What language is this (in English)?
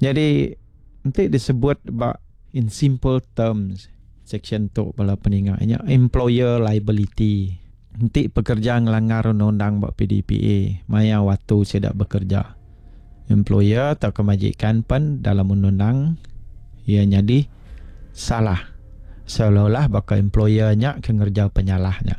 Iban